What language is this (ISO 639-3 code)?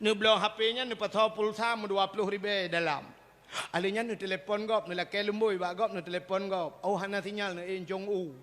ace